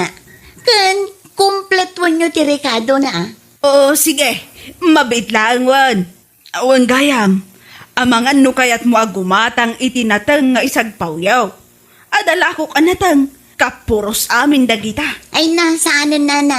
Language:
Iloko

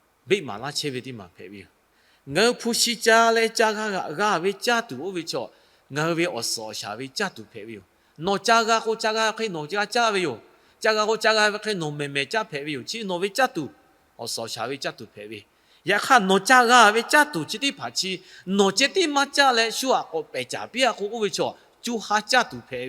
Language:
Lahu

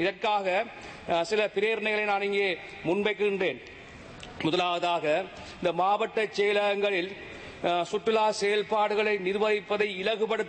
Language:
Tamil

